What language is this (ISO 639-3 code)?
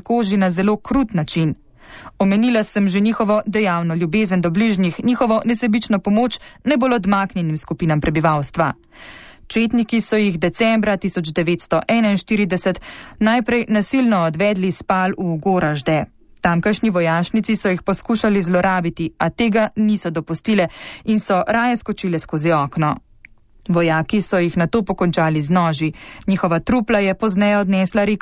slv